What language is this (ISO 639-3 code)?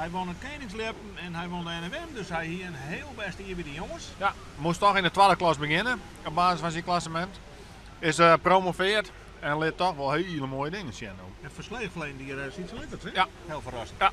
fry